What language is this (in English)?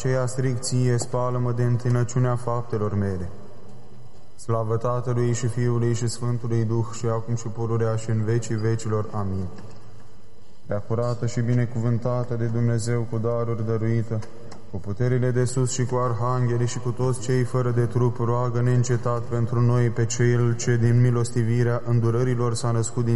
Romanian